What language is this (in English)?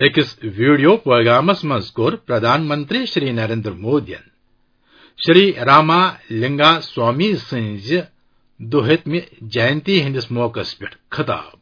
Kashmiri